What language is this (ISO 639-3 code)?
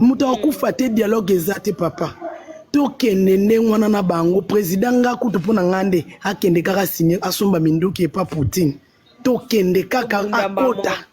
lin